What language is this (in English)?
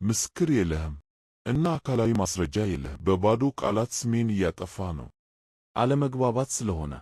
Amharic